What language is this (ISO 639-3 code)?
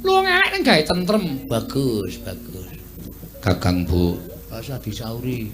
jav